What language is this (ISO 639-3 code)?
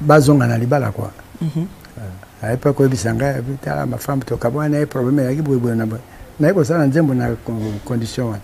lin